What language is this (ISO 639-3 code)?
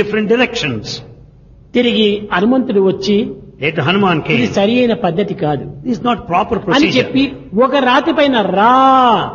tel